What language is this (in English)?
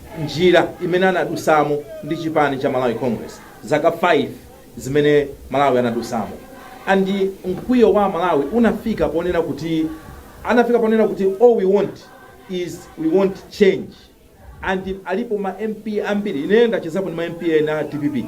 Nyanja